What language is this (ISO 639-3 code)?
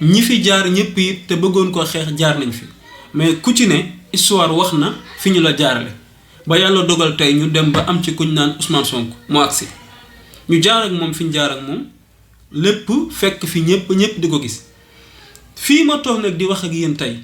wol